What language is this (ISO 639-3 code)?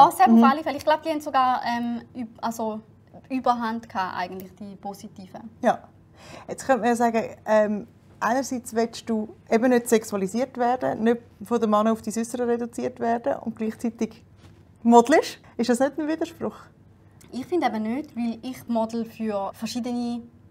gsw